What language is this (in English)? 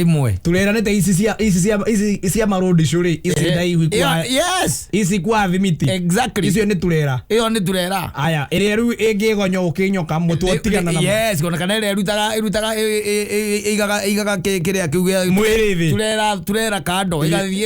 Kikuyu